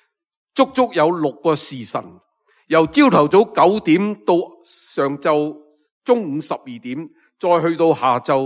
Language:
Cantonese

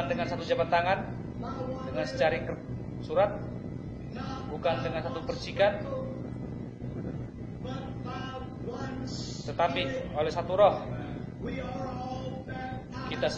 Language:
Indonesian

